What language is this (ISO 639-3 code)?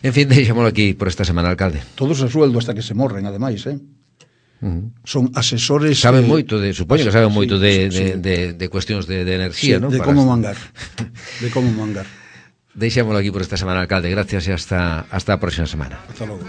glg